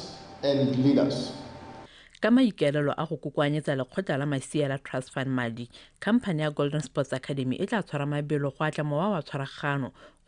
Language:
Tswana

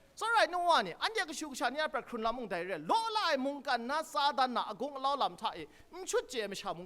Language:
Kachin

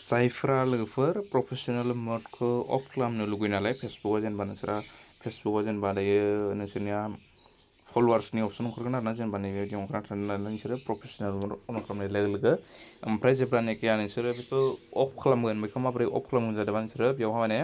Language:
Bodo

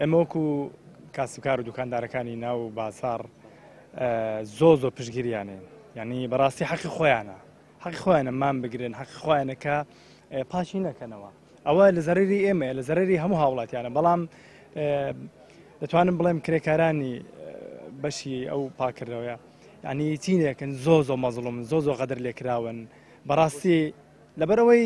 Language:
Central Kurdish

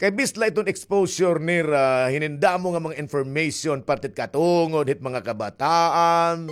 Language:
Waray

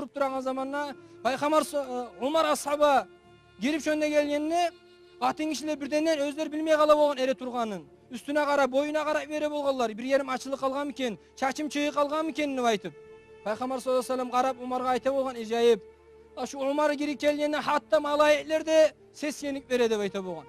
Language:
Kumyk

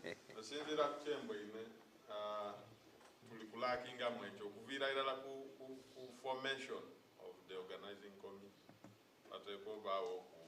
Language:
Soga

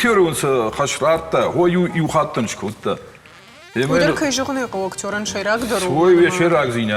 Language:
Ossetic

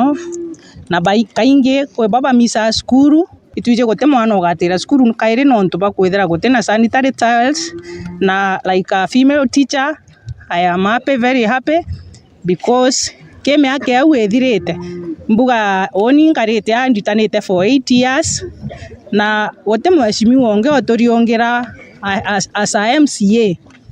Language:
Meru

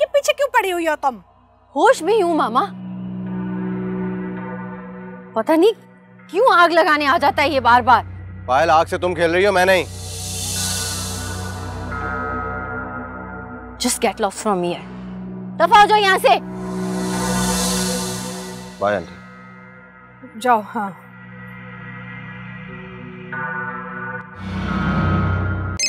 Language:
Hindi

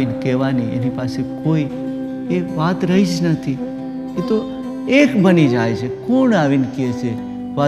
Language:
Gujarati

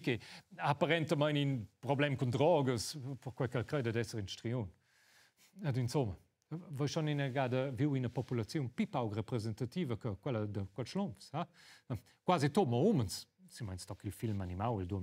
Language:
Romansh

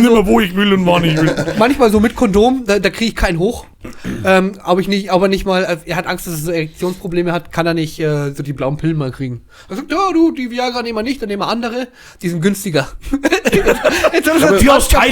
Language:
Bavarian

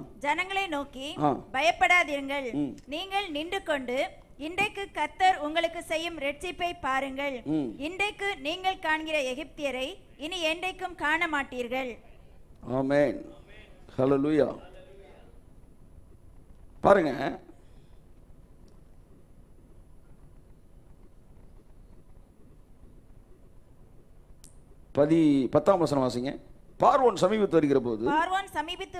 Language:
Tamil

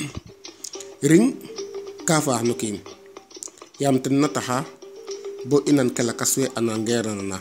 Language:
Serer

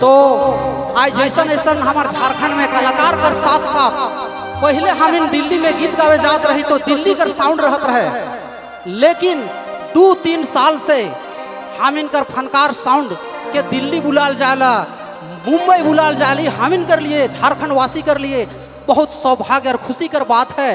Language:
Sadri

